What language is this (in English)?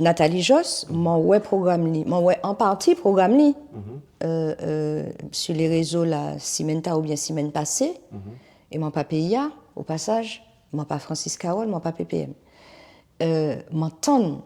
Guadeloupean Creole French